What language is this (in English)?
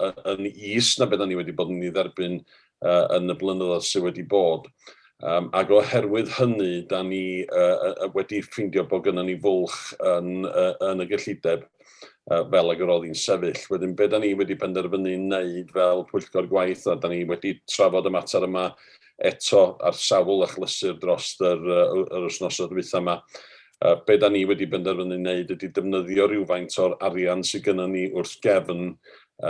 Welsh